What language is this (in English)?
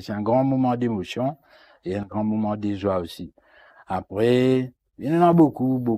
Morisyen